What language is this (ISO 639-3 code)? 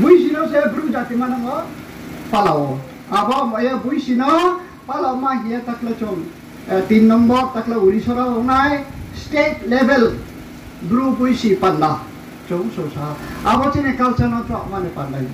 ria